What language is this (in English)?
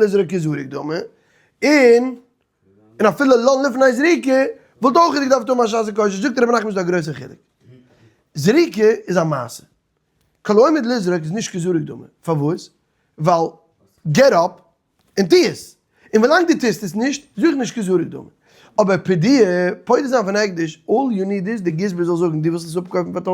Yiddish